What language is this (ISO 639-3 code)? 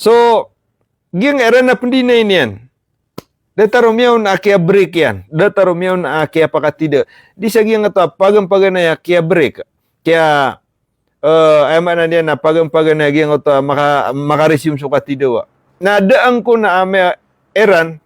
mrw